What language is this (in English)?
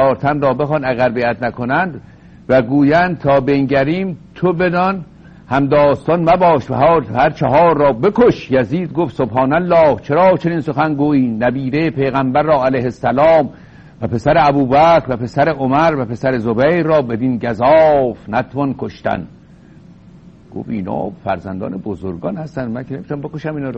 Persian